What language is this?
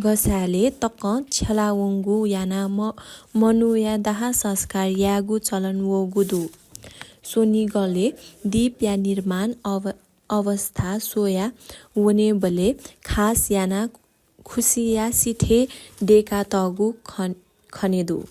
Newari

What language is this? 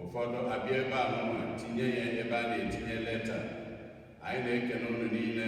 Igbo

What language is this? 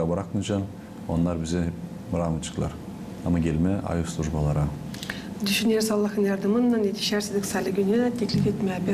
Gagauz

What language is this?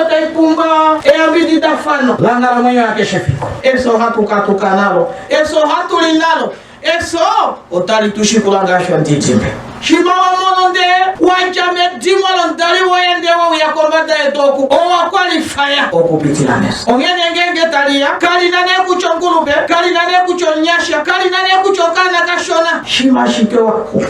Ndonga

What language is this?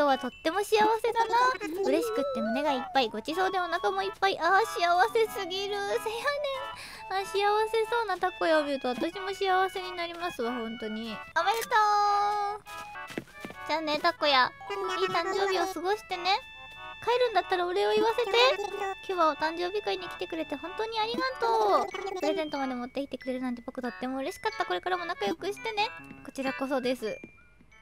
Japanese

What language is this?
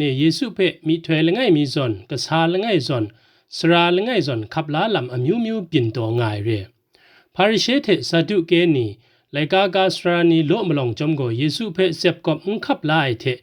Kachin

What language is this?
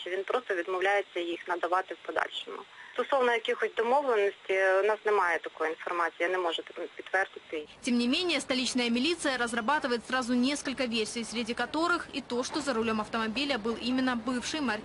Russian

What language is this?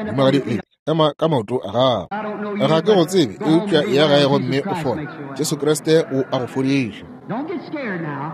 Northern Sotho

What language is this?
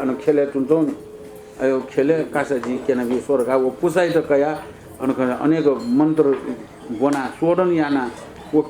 Newari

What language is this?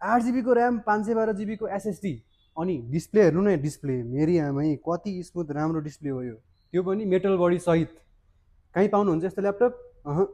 Nepali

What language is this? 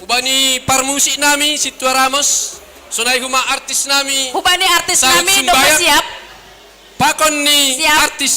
Batak Simalungun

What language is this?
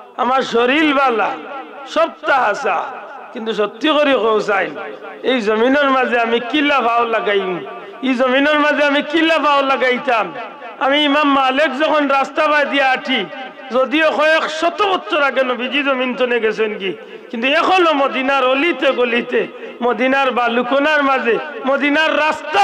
Sylheti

